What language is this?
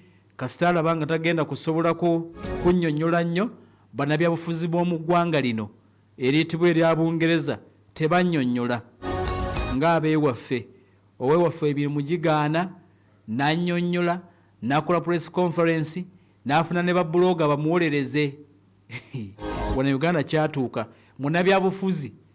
Ganda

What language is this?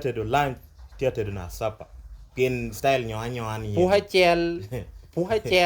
Lango (Uganda)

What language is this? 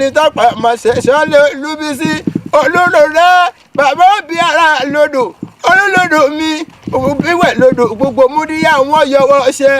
Yoruba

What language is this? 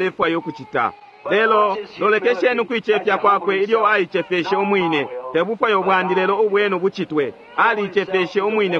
Bemba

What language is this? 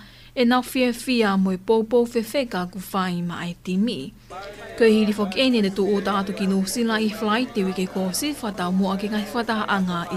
Tongan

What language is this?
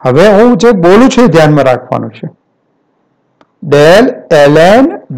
Gujarati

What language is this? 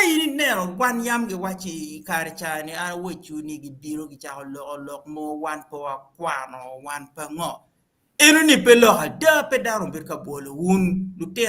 Acoli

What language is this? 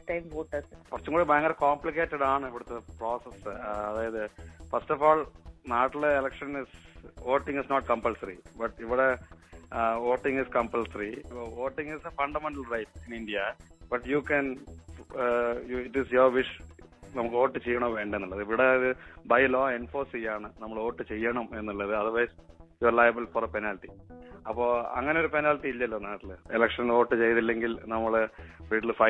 Malayalam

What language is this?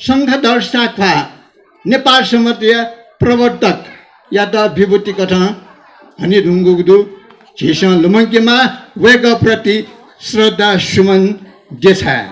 Newari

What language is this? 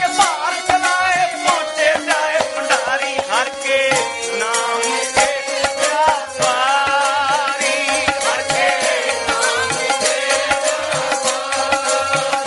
Punjabi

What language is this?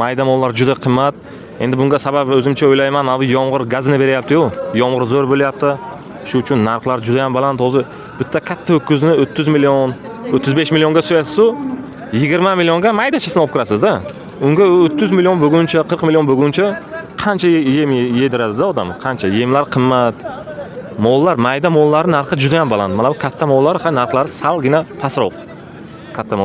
Uzbek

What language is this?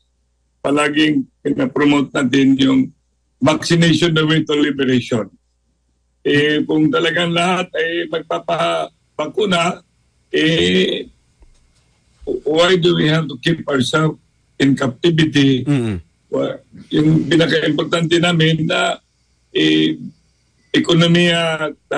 Filipino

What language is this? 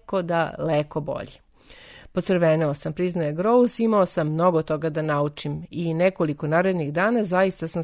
Serbian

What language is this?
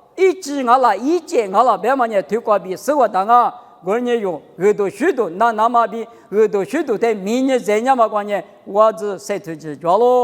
Lisu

